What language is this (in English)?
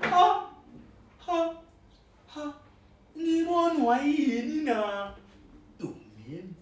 Zulu